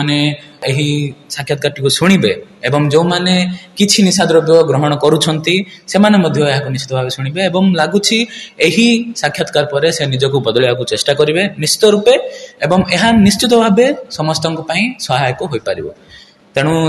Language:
Odia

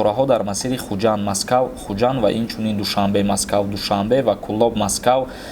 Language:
Tajik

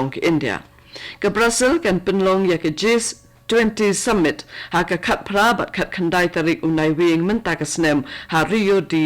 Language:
Khasi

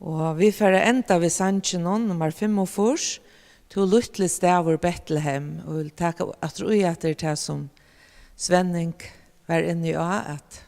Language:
Faroese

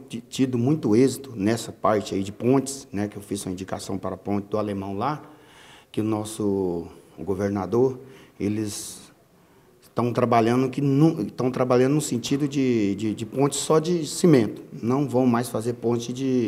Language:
Portuguese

